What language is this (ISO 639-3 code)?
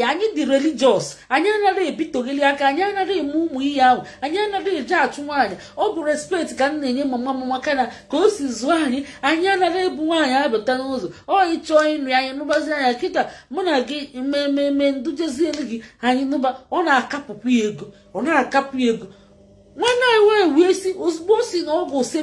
ibo